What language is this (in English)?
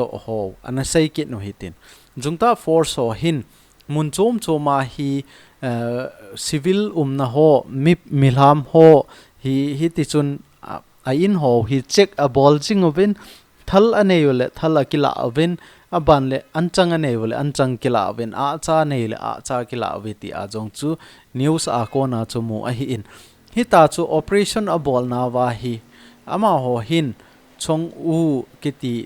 Thado Chin